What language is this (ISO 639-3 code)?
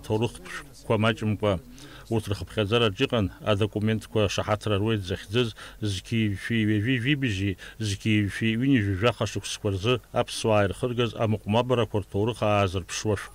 abk